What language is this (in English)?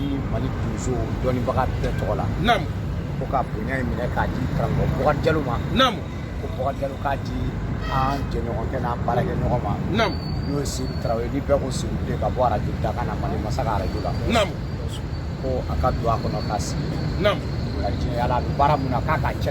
Bambara